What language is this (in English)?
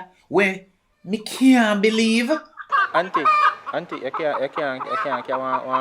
Jamaican Creole English